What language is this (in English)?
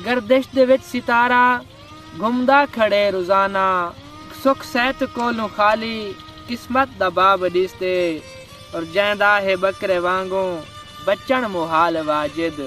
Saraiki